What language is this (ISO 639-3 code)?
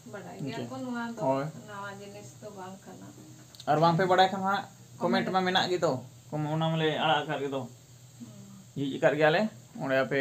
sat